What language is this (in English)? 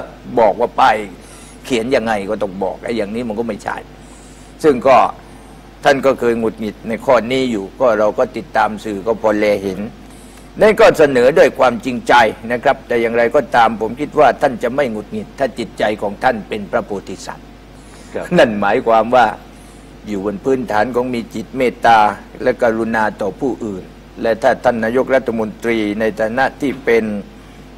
Thai